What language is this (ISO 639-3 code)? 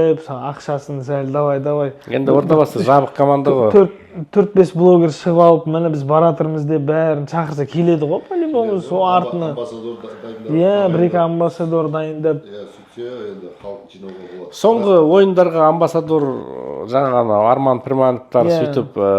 kaz